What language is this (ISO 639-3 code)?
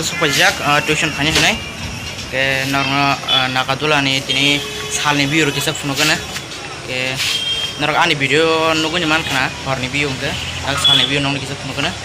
trp